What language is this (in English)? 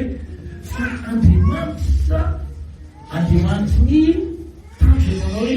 Malagasy